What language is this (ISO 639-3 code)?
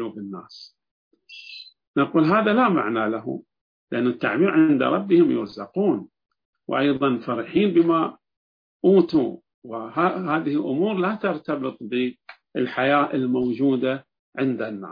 ara